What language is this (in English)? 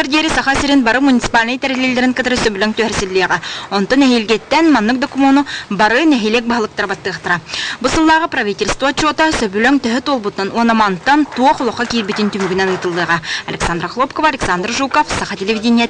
Yakut